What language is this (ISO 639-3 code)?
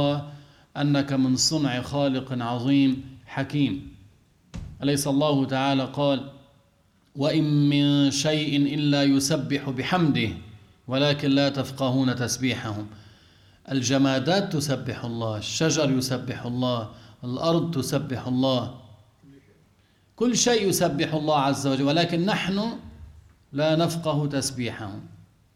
ara